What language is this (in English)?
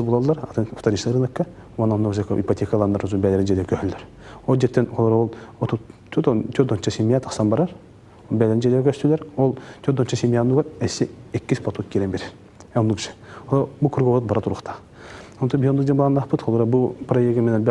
Yakut